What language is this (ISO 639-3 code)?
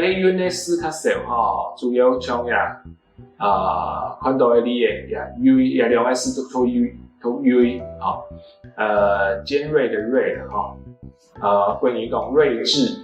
hak